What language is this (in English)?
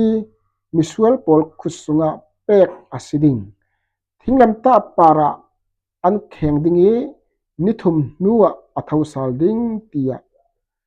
Falam Chin